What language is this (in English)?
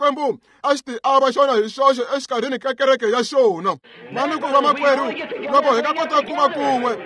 Tsonga